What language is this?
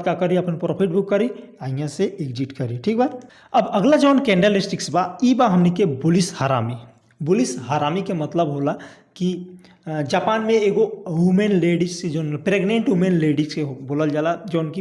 Bhojpuri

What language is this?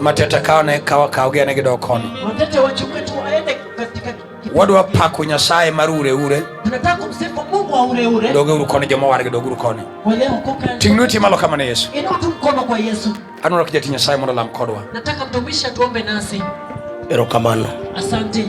Luo (Kenya and Tanzania)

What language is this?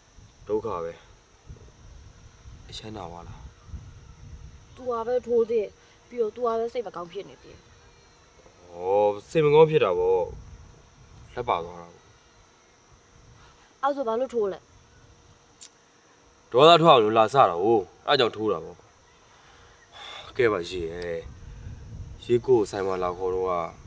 Burmese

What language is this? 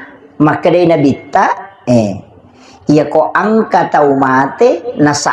Buginese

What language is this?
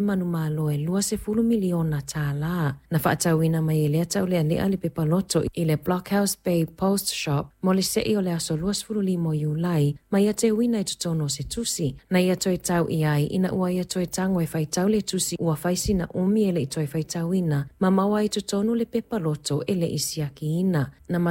Samoan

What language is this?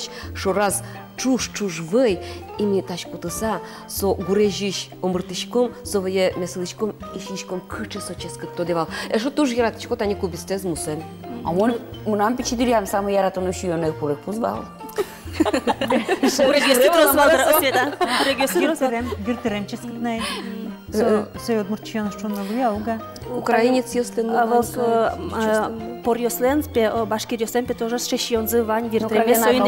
Udmurt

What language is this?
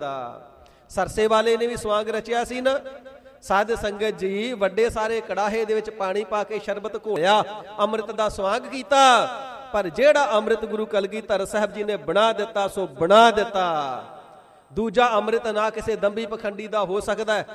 Punjabi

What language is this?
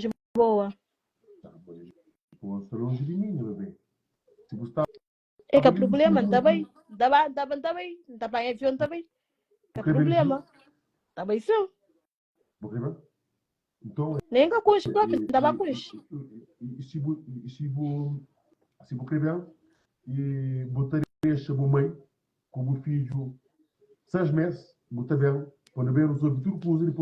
Kabuverdianu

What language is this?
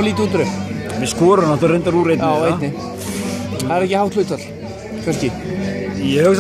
Icelandic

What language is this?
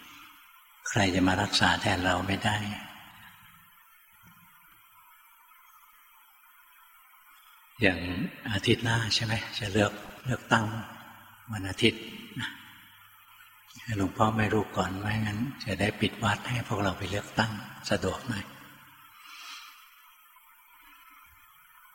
Thai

